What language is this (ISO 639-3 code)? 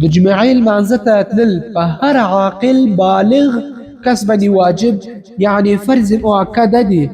pus